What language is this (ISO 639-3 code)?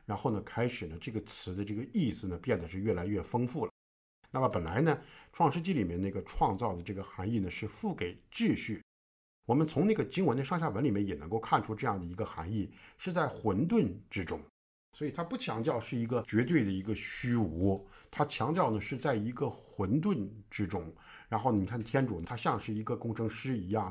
zho